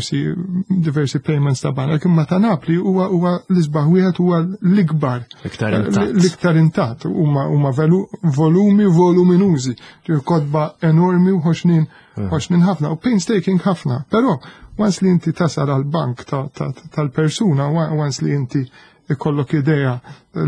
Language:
Maltese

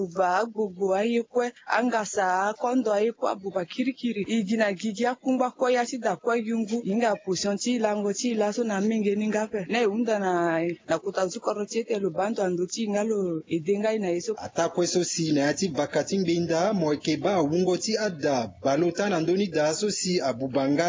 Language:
Sango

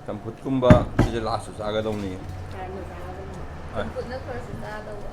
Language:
Manipuri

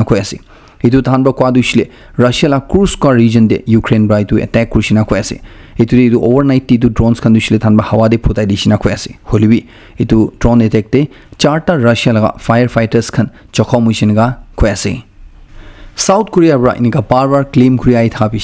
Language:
Naga Pidgin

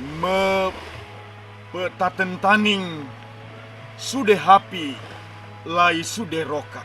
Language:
Sangir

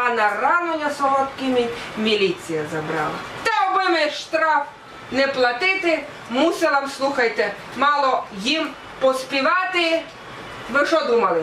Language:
Rusyn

